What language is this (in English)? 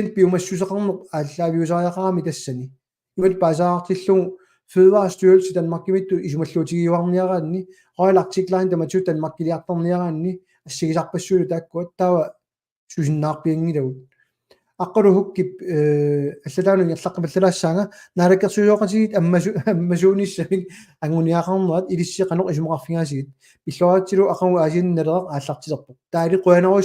Kalaallisut